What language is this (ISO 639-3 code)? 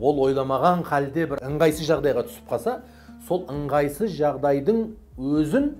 kaz